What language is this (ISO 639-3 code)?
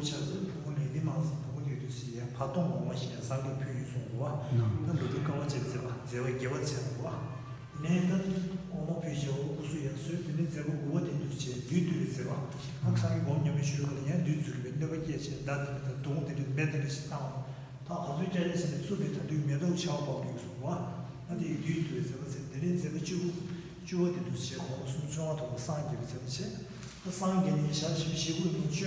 bod